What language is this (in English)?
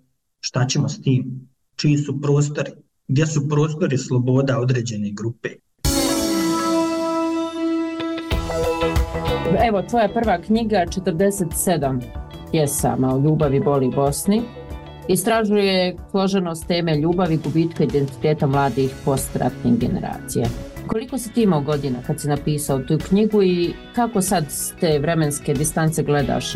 Bosnian